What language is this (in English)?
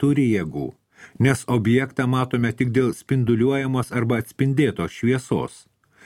Lithuanian